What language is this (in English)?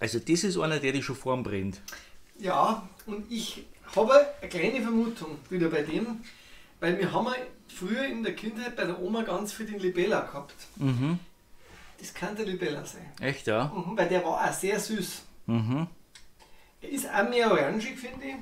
Bavarian